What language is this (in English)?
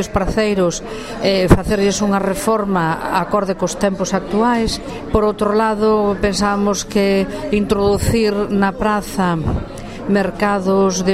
Galician